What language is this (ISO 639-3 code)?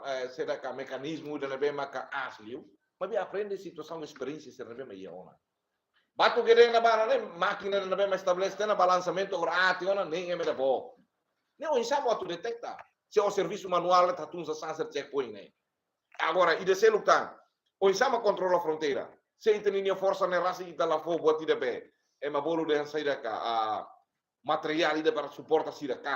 tet